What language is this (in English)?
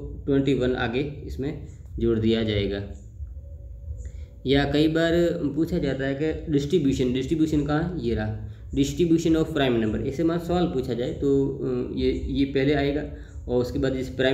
Hindi